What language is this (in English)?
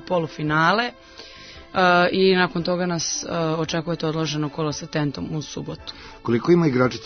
Serbian